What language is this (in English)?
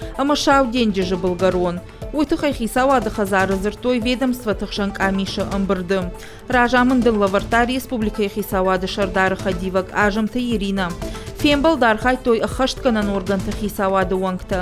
Ossetic